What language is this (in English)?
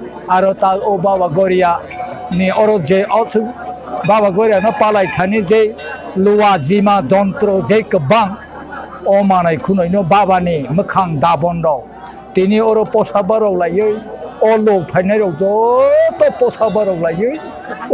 Kok Borok